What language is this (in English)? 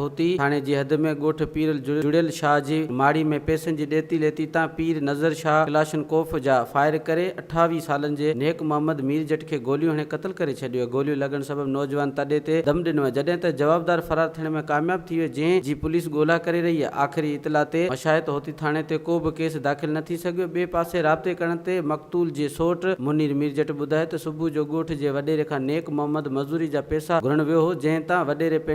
Sindhi